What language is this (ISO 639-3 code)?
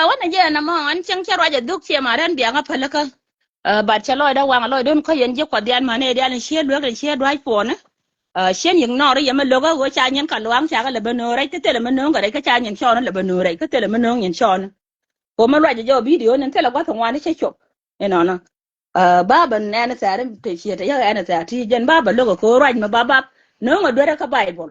nus